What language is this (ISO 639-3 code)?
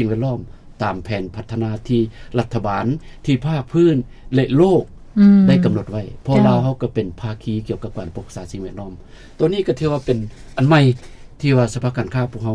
lao